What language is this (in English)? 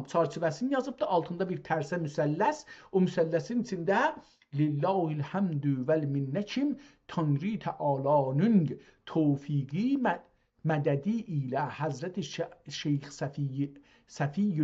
South Azerbaijani